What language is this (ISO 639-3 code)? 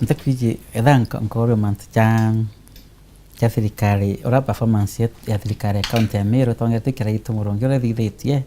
mer